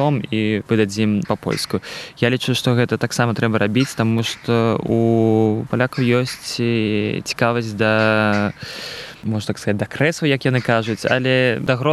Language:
Belarusian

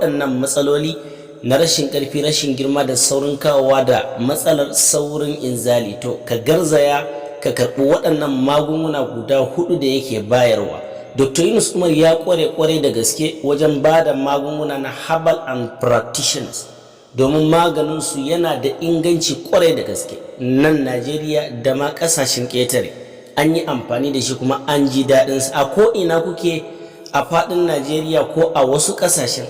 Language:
Hausa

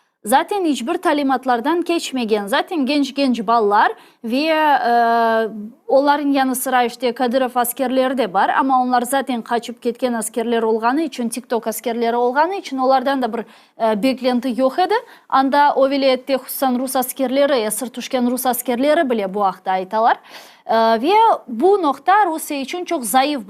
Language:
Crimean Tatar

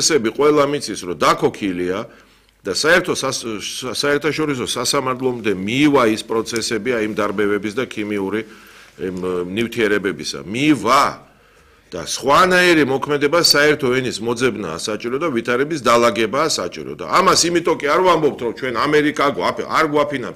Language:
Georgian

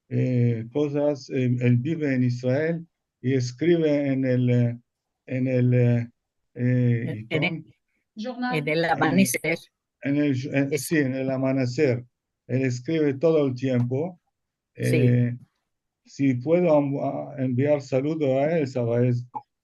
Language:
Ladino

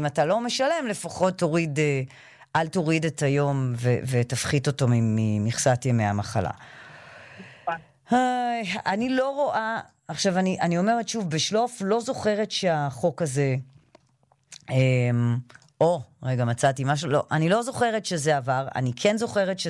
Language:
Hebrew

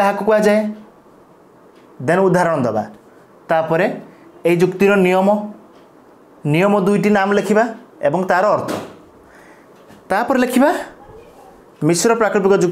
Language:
Odia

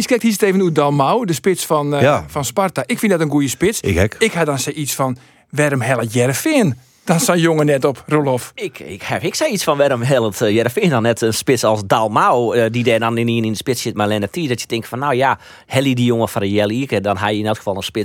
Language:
Western Frisian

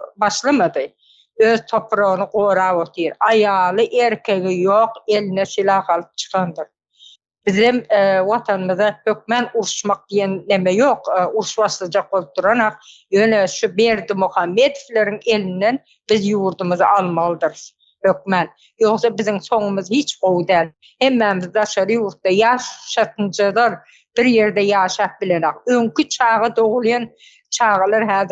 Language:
Turkmen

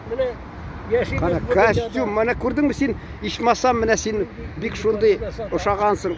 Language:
Tatar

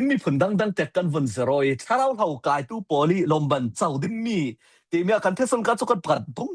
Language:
Falam Chin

